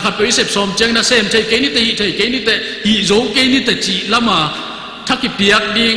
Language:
Tedim Chin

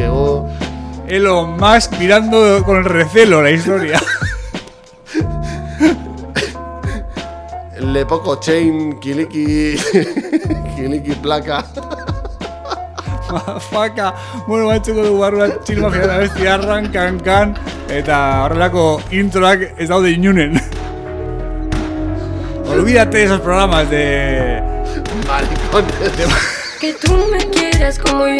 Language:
Basque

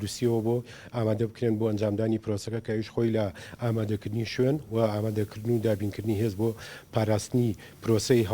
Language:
Central Kurdish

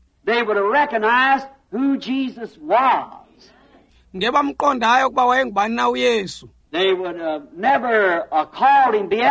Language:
Xhosa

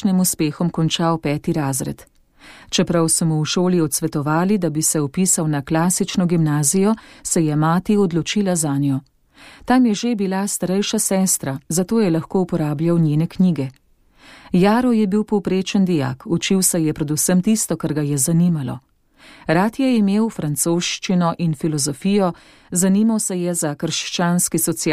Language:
Slovenian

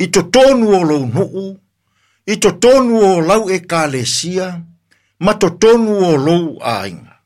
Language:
Samoan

